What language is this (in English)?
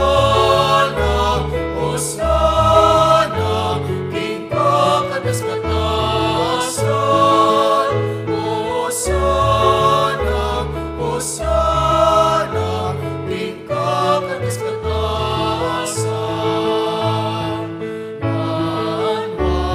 Pampanga